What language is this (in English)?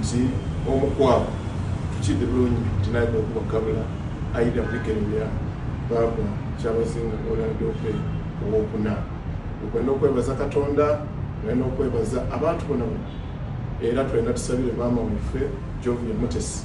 Soga